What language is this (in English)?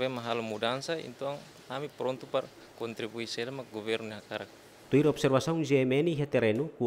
Tetum